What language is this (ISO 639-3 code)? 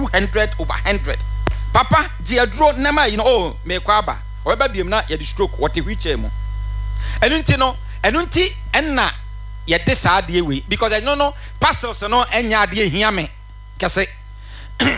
aka